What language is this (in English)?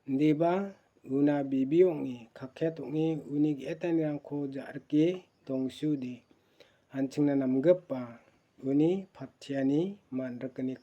Garo